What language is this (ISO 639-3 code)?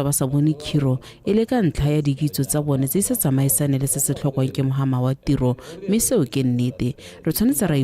tsn